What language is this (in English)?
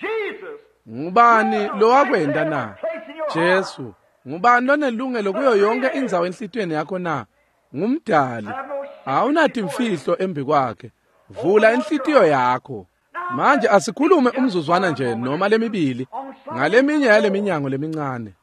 Swati